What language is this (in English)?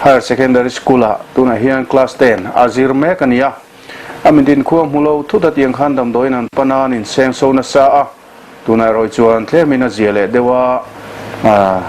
Mizo